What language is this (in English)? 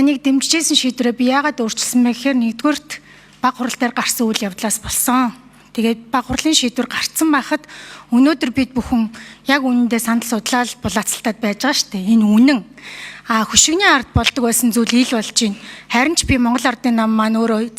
Mongolian